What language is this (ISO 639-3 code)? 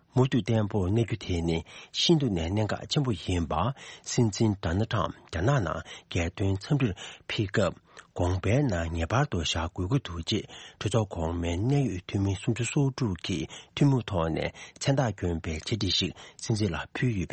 bod